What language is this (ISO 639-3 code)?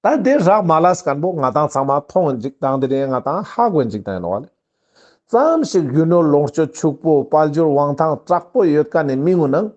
lbj